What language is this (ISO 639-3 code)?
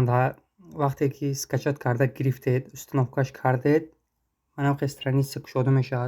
tgk